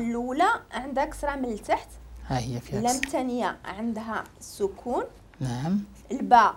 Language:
Moroccan Arabic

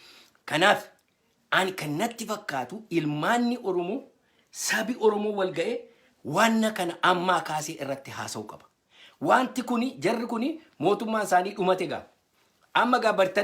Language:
Oromo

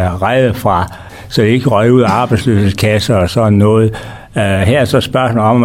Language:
Danish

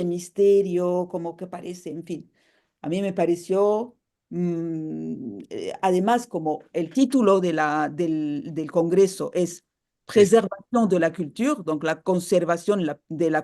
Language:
Ladino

